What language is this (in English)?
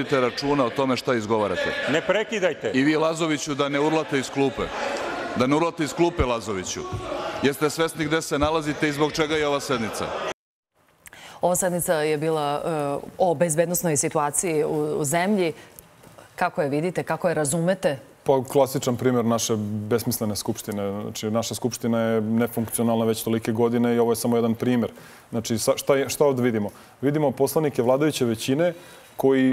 Serbian